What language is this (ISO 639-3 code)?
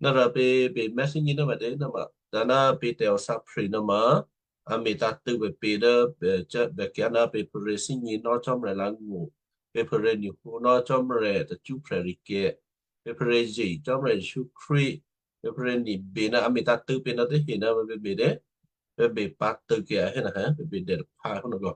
kyu